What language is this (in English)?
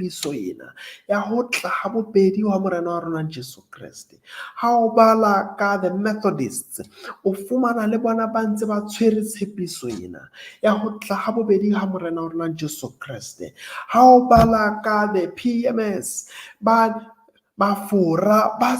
Southern Sotho